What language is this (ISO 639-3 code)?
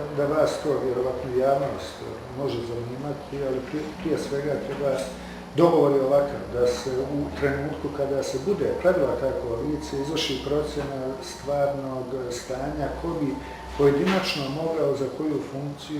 bos